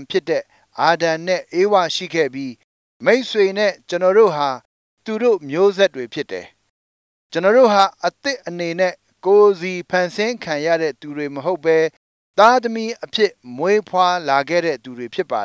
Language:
Burmese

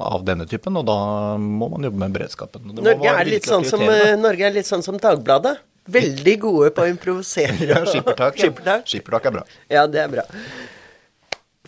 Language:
Norwegian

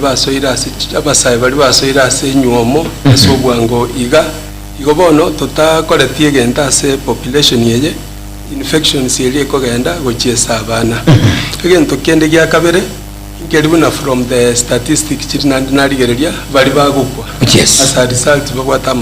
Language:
Gusii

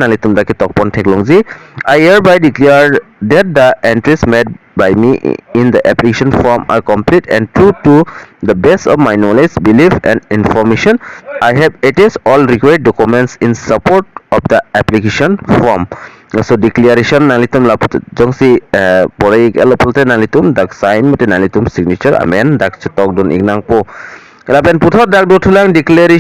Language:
Karbi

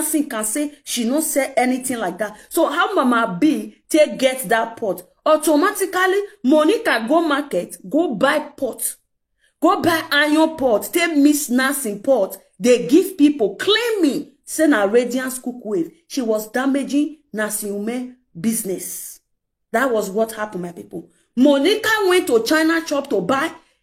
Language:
Nigerian Pidgin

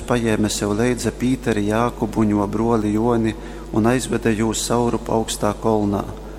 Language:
Latgalian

